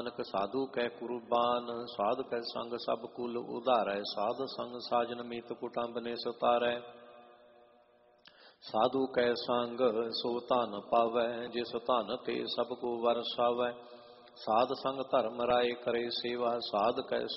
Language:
Punjabi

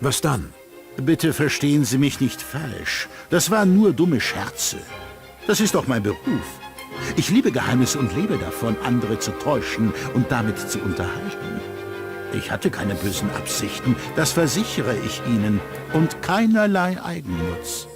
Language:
Bavarian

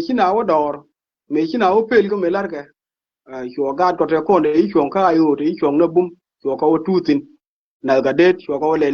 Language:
Nuer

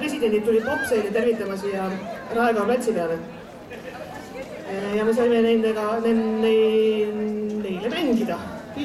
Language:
Estonian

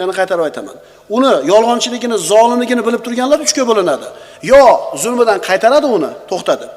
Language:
Uzbek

